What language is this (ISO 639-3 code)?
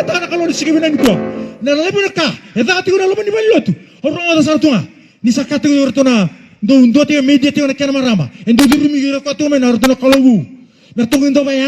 fij